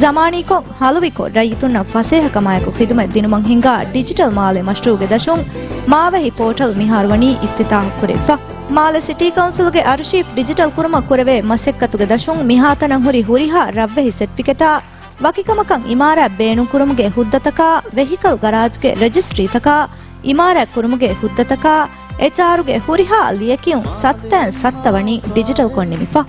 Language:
Divehi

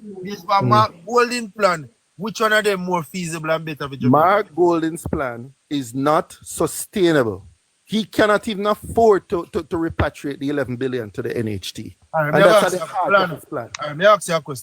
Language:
Jamaican Creole English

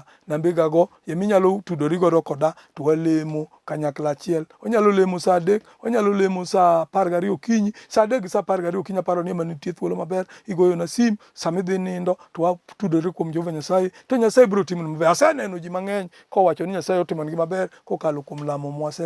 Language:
Luo (Kenya and Tanzania)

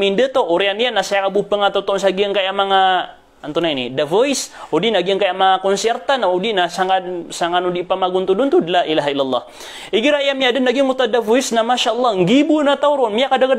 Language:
Maranao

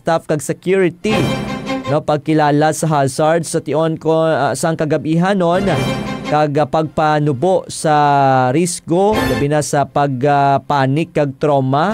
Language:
Hiligaynon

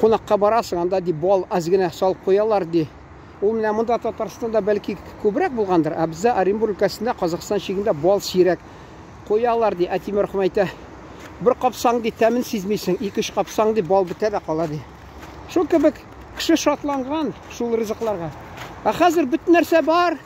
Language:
Tatar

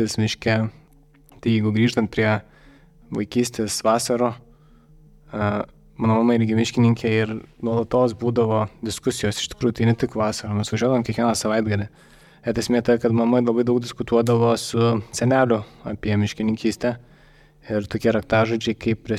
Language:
Lithuanian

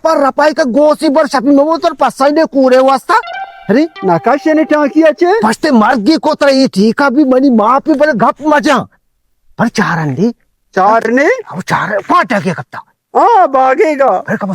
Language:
Baluchi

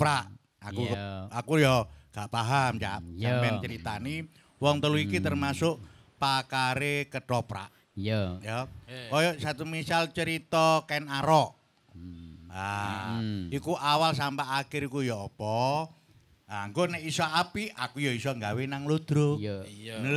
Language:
Javanese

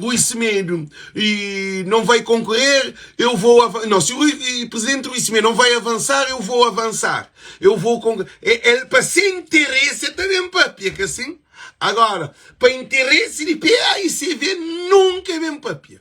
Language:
Kabuverdianu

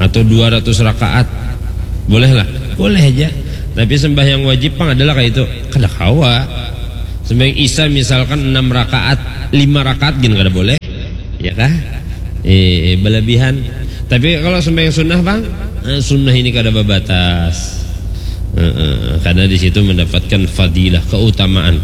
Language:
Banjar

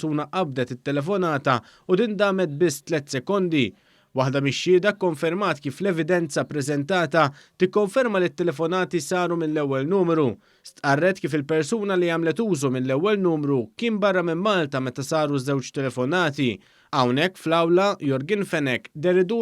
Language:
Maltese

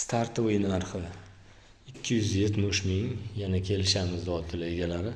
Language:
Uzbek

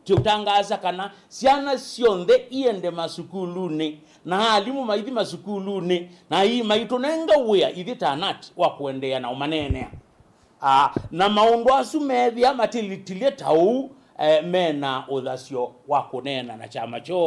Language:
Kamba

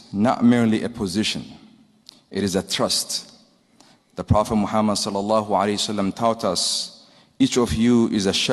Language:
English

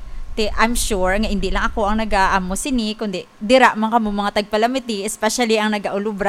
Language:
Hiligaynon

